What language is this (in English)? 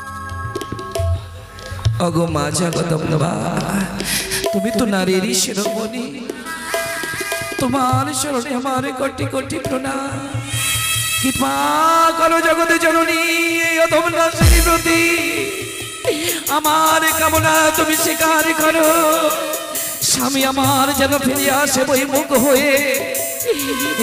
Bangla